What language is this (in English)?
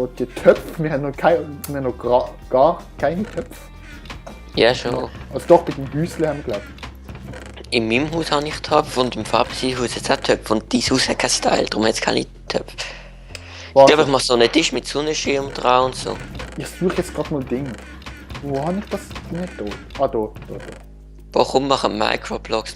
Swiss German